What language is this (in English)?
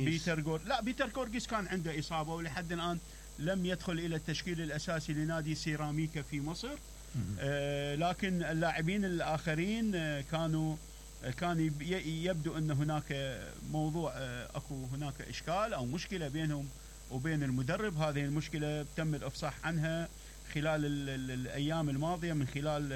Mesopotamian Arabic